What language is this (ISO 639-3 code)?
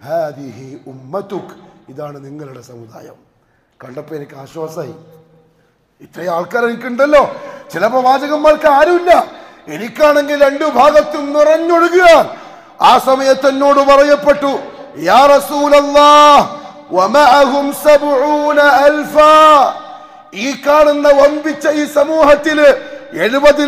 mal